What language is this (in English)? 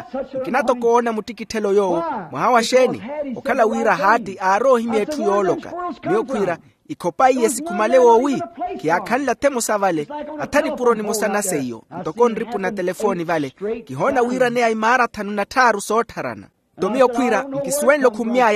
Makhuwa